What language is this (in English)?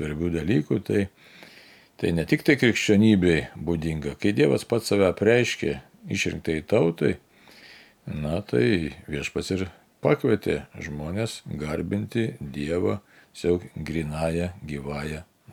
Lithuanian